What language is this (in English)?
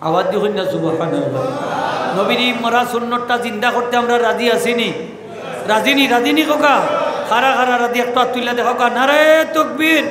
Sylheti